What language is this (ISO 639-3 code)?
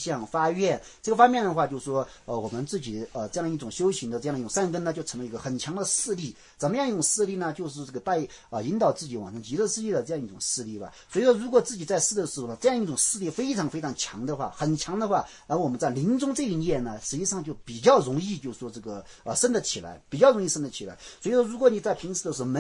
zho